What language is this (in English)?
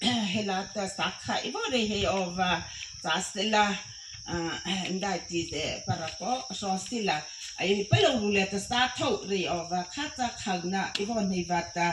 Mara Chin